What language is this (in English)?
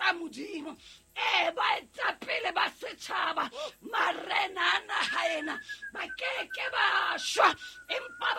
Southern Sotho